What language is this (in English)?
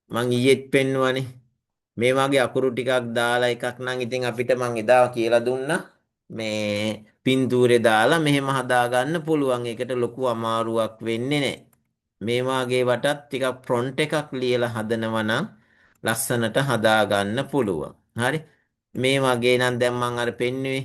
Sinhala